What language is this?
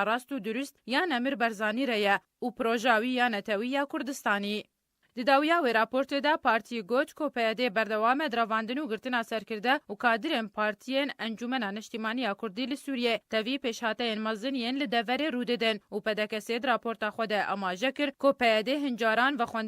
Kurdish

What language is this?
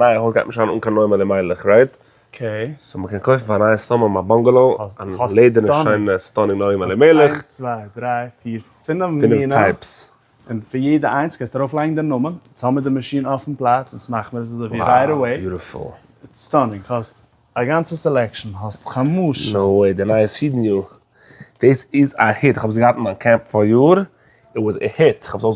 Yiddish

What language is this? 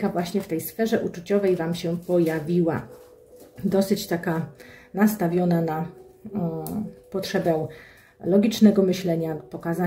Polish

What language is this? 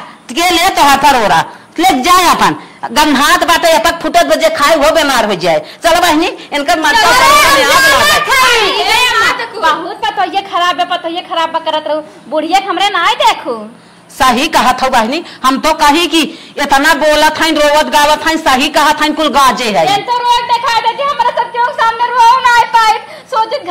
Awadhi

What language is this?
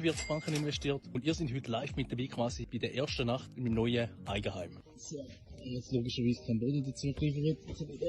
Swiss German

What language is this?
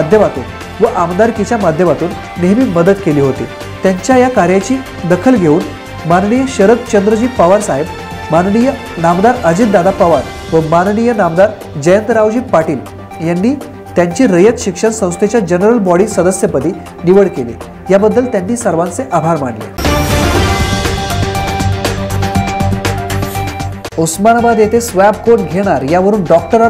Marathi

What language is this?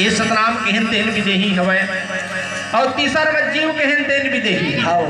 Chhattisgarhi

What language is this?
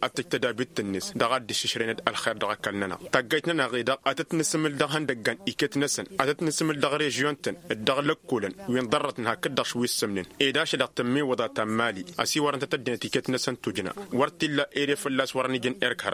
Tamasheq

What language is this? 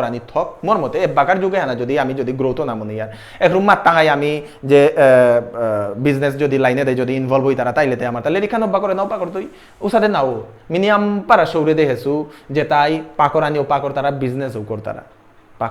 Bishnupriya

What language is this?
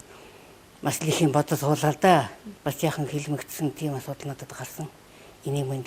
Mongolian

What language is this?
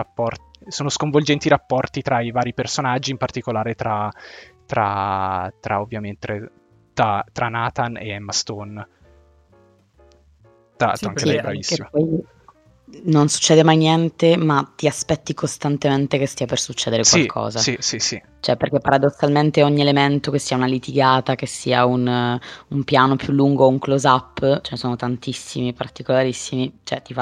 Italian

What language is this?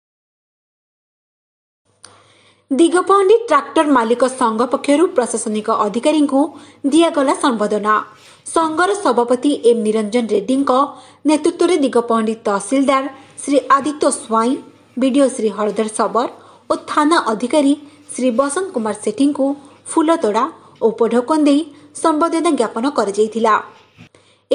Odia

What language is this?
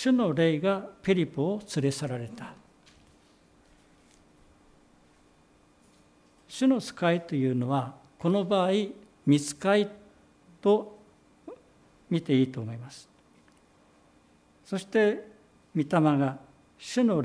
Japanese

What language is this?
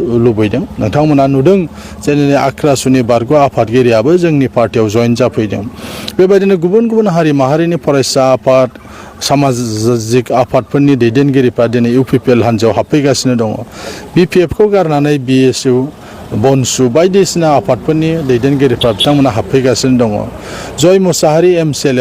Bodo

